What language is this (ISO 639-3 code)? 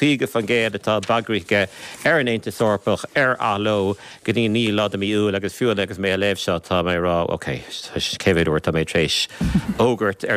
gle